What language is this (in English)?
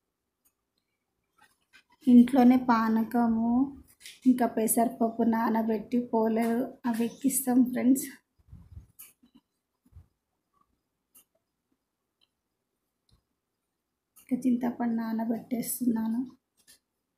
Telugu